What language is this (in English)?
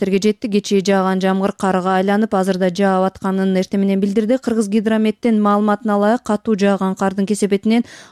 Kyrgyz